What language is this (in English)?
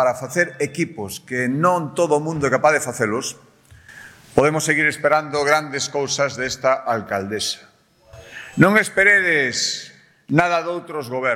Galician